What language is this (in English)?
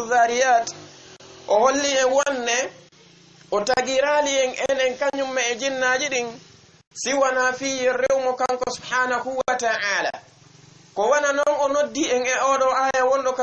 Fula